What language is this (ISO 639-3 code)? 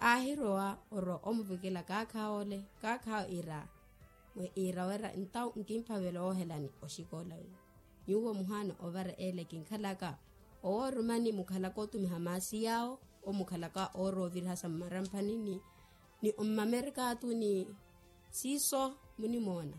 vmw